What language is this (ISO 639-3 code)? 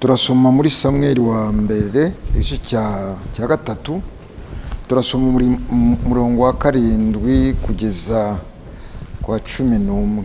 kin